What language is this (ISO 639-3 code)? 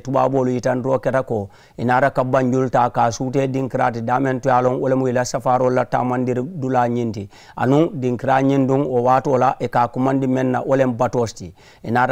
man